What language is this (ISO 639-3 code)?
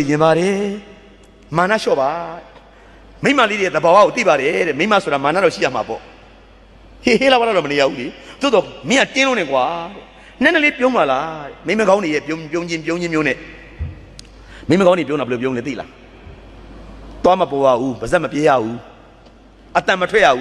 mya